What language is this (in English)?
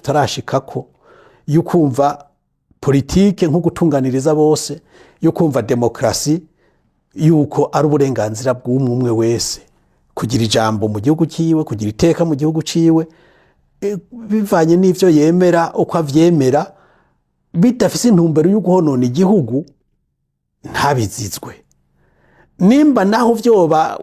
Rundi